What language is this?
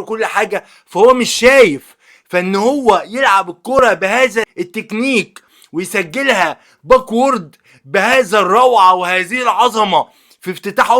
Egyptian Arabic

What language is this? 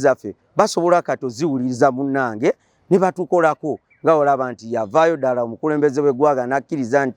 Ganda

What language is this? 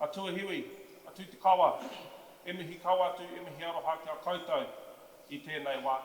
Māori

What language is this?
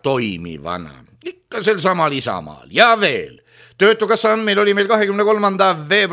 Estonian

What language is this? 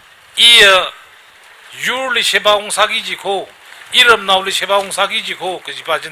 Tangkhul Naga (India)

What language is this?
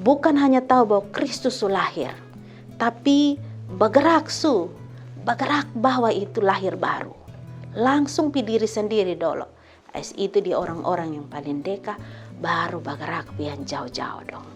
Kupang Malay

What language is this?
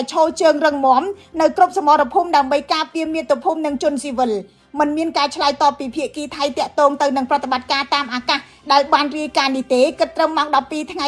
Khmer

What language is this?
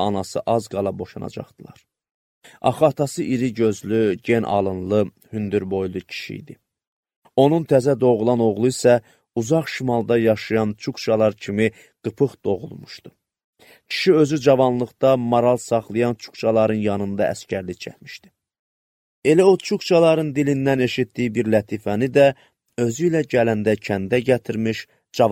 Azerbaijani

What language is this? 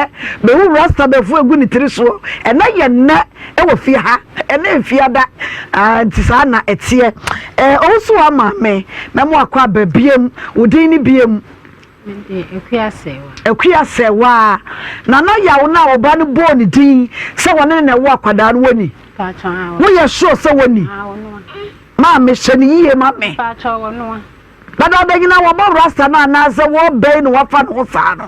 Akan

